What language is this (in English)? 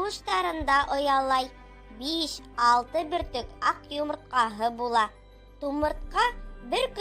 Bashkir